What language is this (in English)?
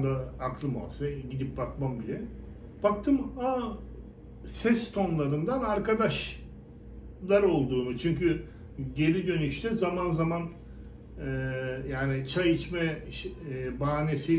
Turkish